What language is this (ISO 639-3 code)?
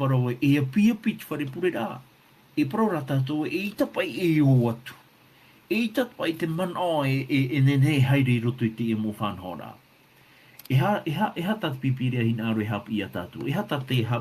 tah